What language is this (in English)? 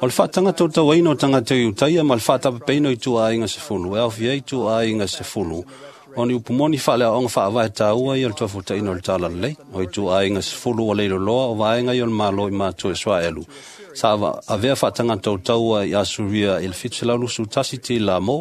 Samoan